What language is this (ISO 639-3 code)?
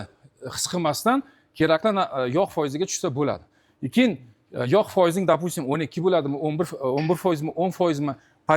uzb